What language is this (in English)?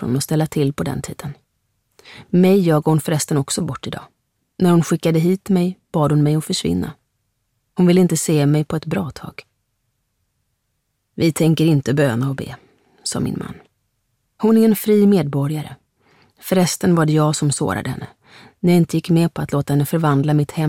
Swedish